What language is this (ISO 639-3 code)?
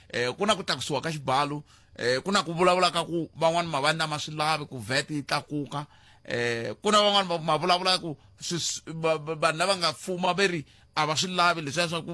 tso